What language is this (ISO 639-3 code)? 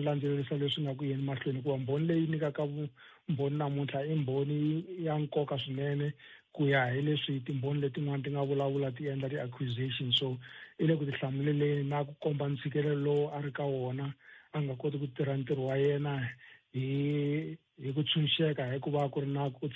tso